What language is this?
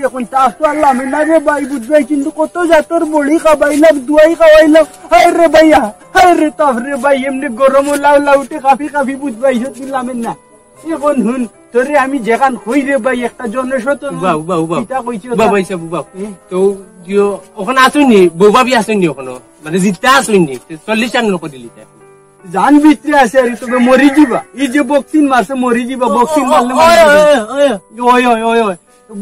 Sylheti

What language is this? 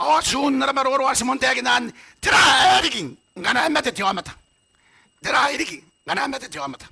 Gilbertese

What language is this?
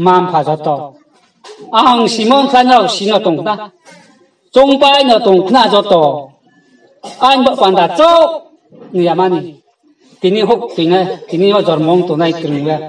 Riang (India)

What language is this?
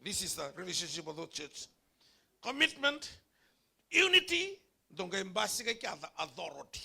Fijian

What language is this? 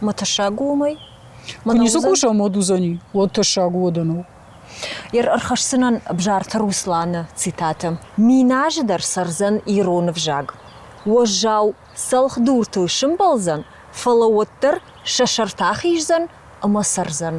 Ossetic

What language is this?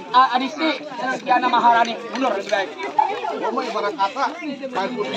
Betawi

